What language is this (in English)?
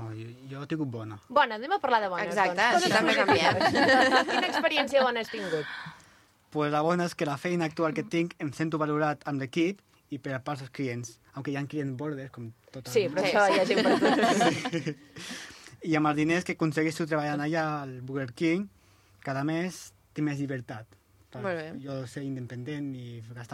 Catalan